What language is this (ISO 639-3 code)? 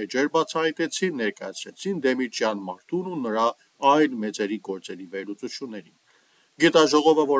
hye